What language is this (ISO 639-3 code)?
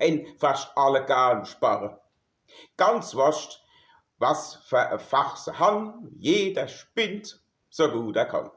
pfl